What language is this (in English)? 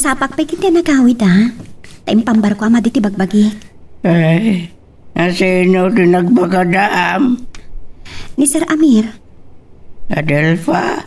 Iloko